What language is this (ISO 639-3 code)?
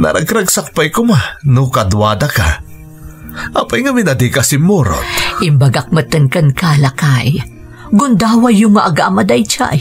ilo